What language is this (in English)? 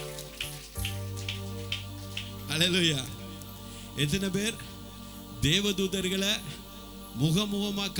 Tamil